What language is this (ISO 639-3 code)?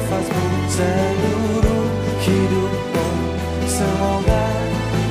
bjn